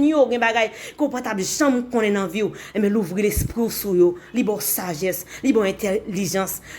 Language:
Haitian Creole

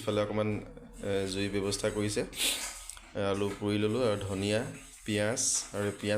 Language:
Assamese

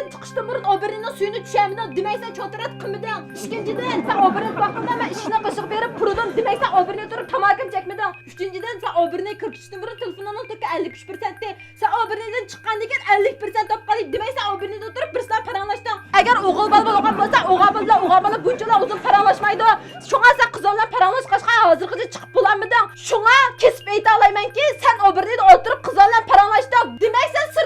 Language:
Uyghur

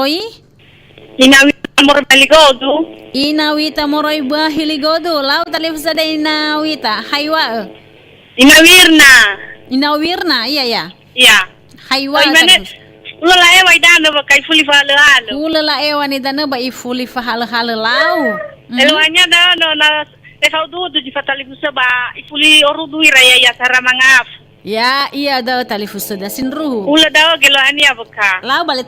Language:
Nias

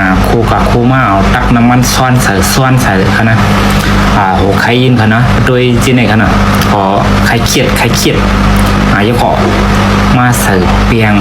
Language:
Shan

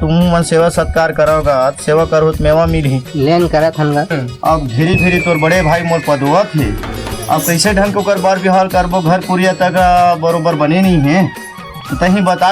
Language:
Chhattisgarhi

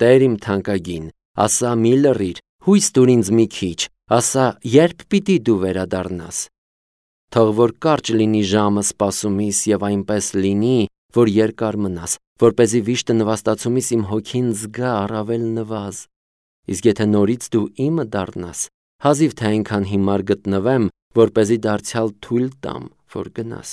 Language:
Armenian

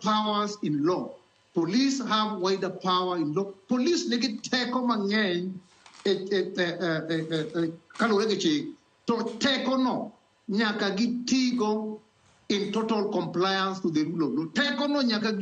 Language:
Luo (Kenya and Tanzania)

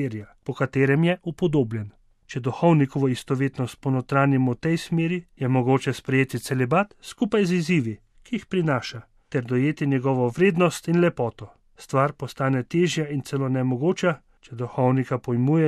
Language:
Slovenian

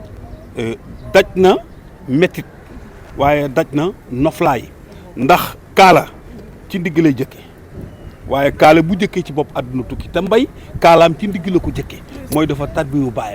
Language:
Wolof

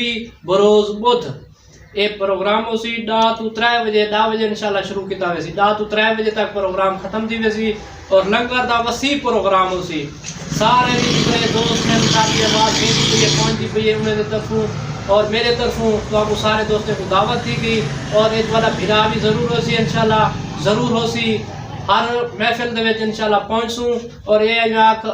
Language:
Saraiki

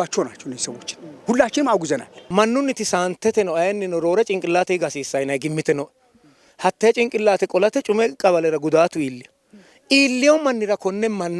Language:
Sidamo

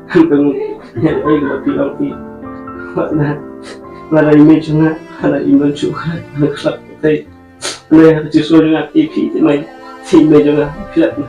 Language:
Khasi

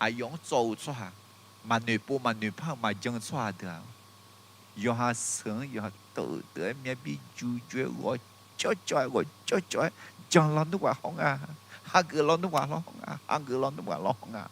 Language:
Akha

